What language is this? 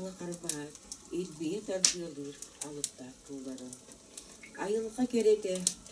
Yakut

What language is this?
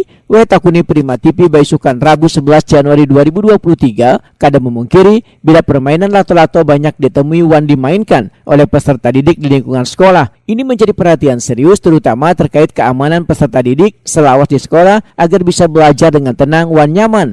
Banjar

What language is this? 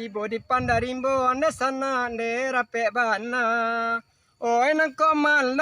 Minangkabau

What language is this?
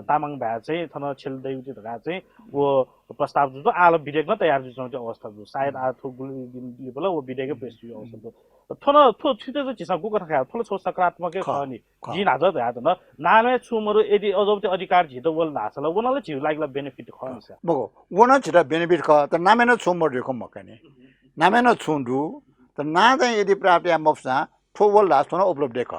Newari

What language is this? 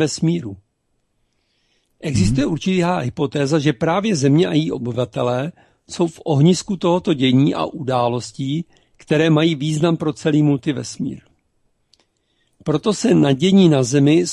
Czech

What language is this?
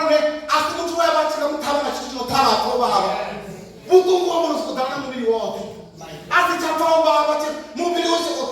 Venda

